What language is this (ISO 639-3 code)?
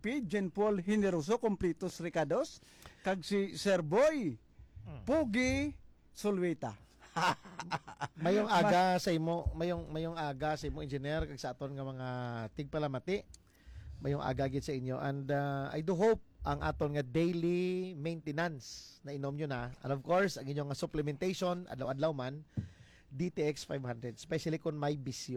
hil